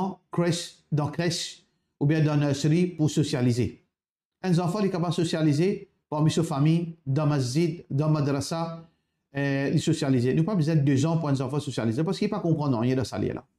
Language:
Morisyen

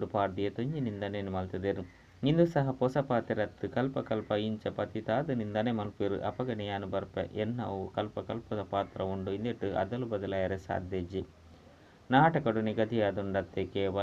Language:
Tulu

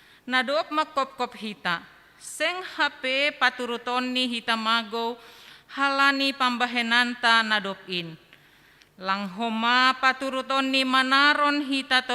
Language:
Batak Simalungun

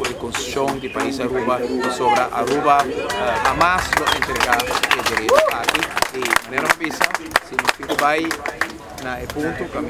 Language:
Papiamento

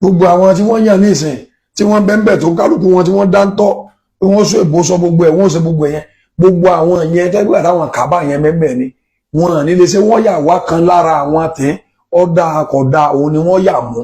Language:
Yoruba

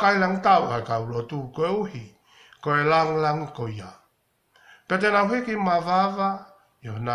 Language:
Tongan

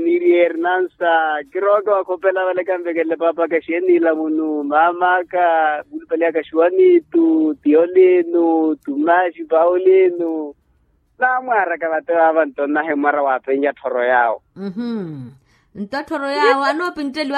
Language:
Makhuwa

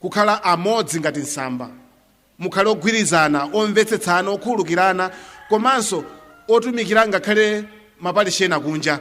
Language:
Nyanja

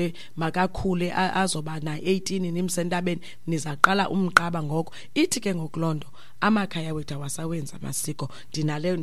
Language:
Xhosa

